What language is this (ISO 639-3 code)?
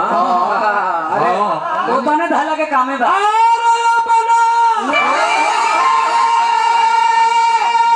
bho